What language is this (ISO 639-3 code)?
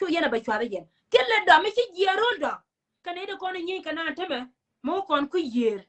nus